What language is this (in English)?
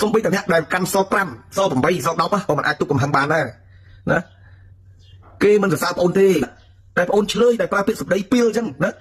Khmer